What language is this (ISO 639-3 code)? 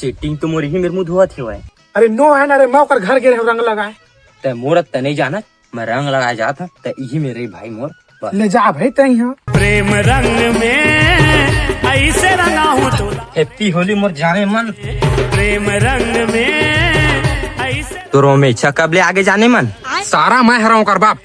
hne